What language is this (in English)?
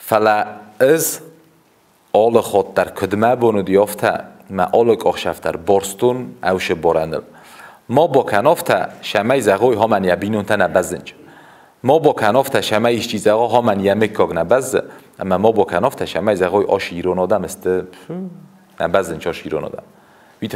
Ossetic